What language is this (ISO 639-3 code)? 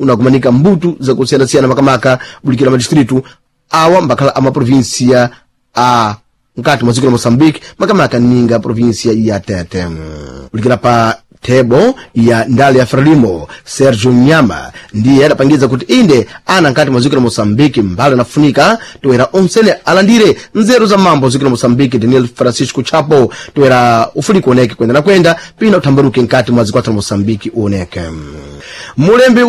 seh